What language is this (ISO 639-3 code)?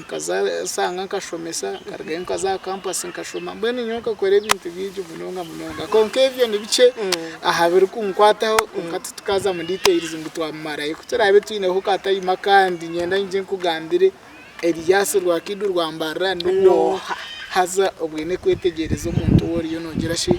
nyn